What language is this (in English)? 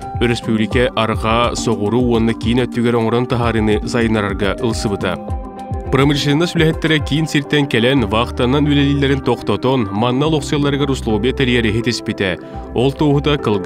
Yakut